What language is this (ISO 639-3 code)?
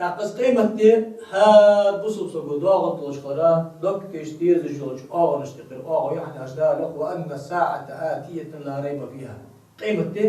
inh